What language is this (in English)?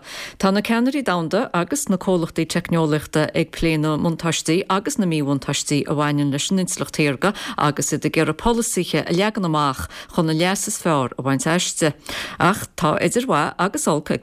Irish